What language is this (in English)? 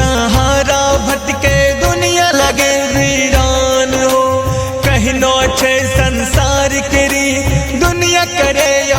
Angika